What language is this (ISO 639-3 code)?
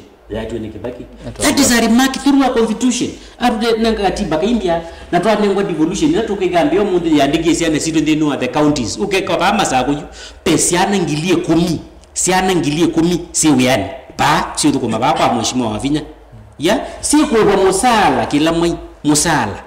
kam